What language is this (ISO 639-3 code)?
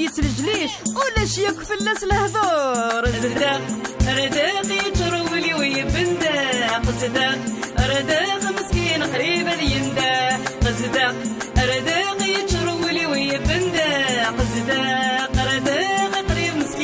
kab